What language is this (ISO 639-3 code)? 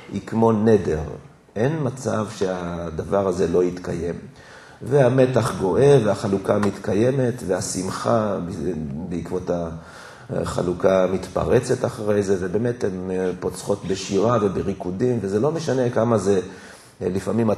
heb